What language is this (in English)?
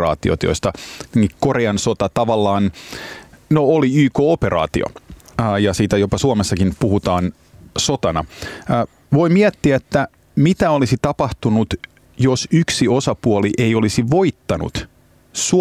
Finnish